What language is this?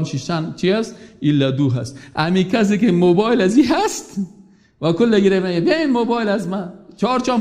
Persian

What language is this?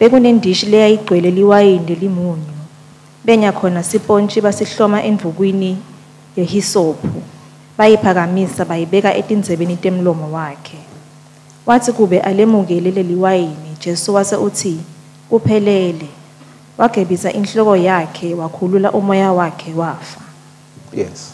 Swati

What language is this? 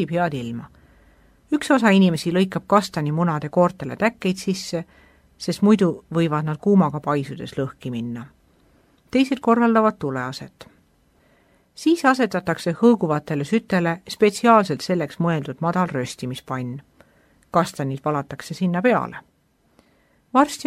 Estonian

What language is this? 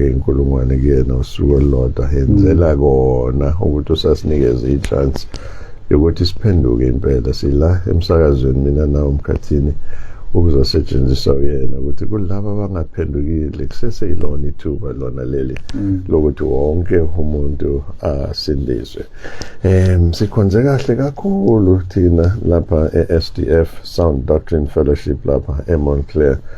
Zulu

